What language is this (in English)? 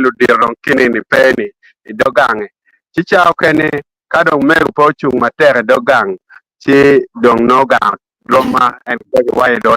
Acoli